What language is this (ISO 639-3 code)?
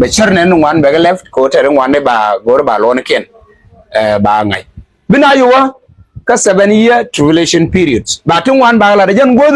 nus